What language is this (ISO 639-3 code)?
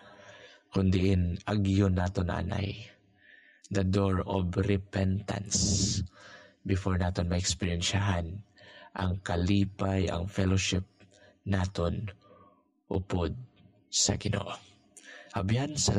hil